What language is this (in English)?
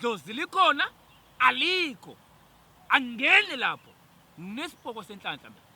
Zulu